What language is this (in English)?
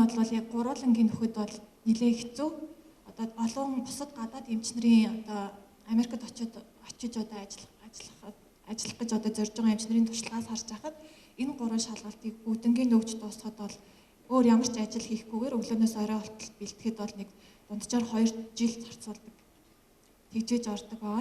Mongolian